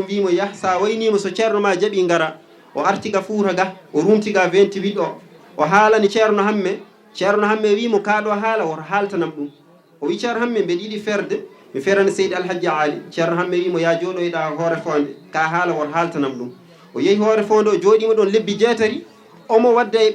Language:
Fula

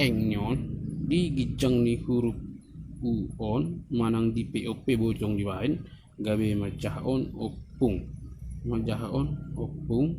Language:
Batak Toba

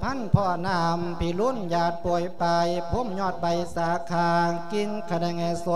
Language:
Lao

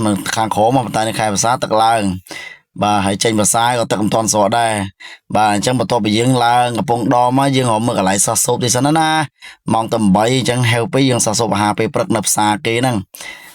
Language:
Khmer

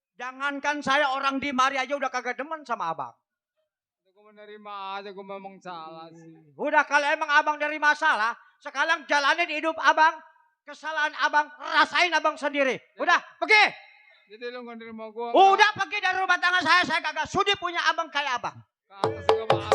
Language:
Betawi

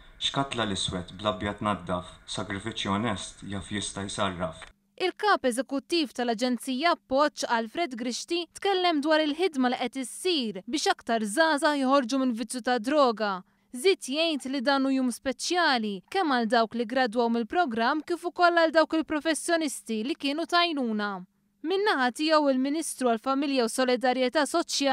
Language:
Maltese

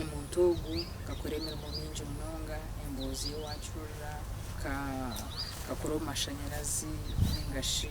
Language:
Nyankole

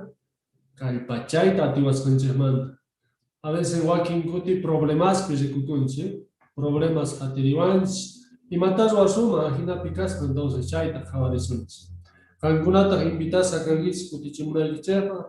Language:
South Bolivian Quechua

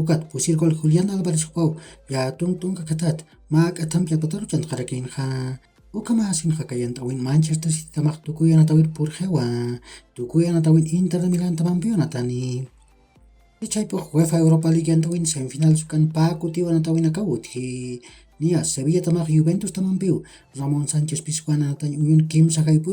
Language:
Aymara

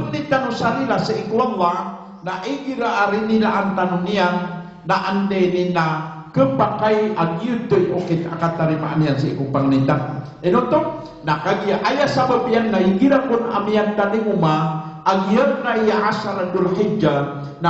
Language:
Maranao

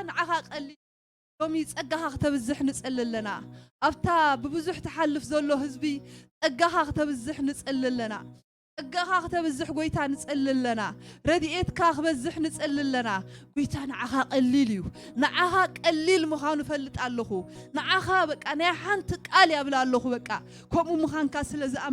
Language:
Tigrinya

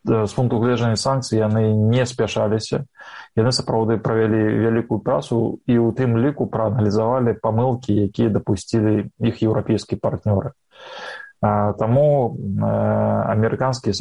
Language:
Belarusian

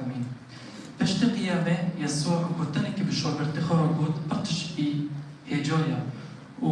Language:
Kurdish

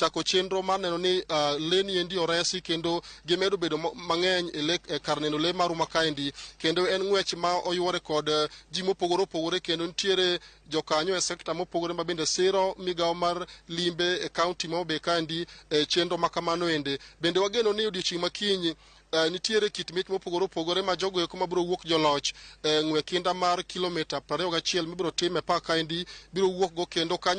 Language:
Luo (Kenya and Tanzania)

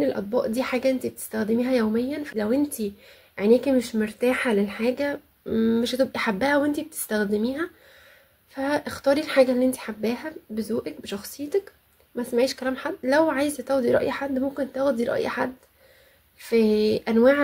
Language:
Egyptian Arabic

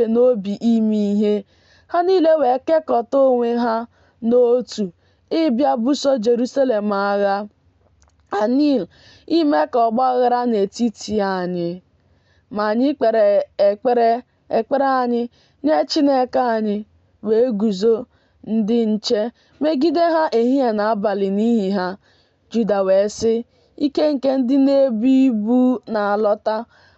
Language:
Igbo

